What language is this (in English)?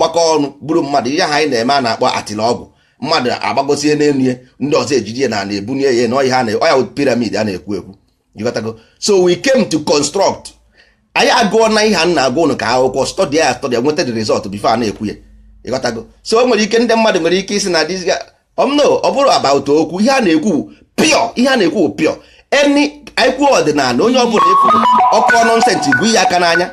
Igbo